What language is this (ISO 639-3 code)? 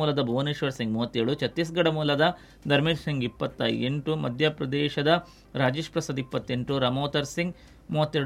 kan